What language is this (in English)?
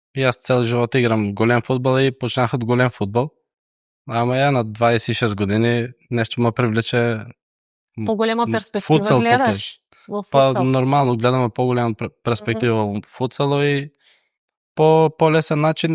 Macedonian